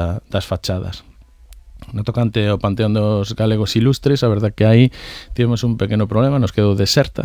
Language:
Galician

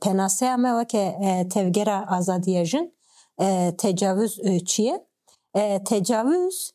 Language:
Kurdish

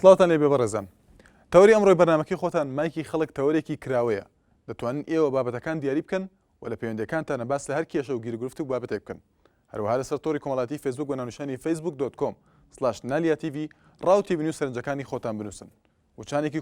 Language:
Central Kurdish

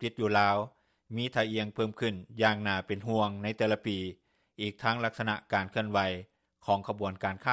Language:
Lao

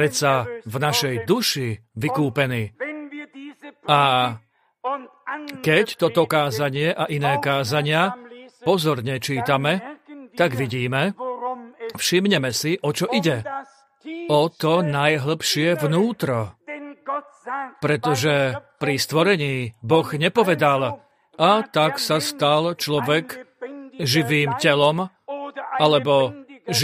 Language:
Slovak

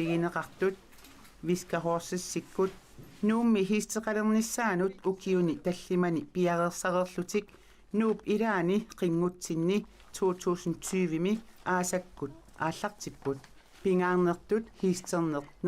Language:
Kalaallisut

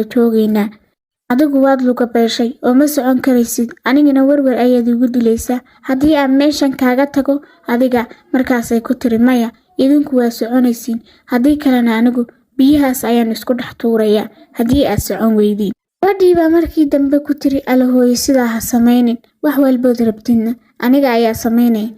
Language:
Somali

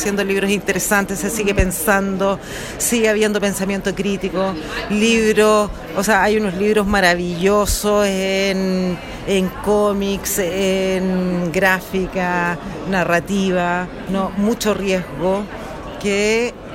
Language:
Spanish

